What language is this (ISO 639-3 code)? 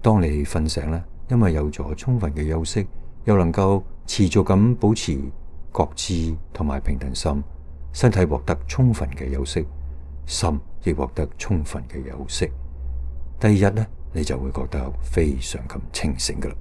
yue